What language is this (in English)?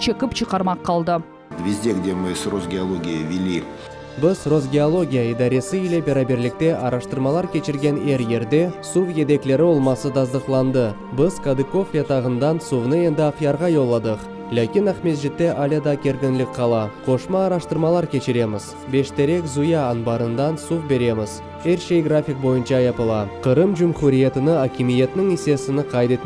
Crimean Tatar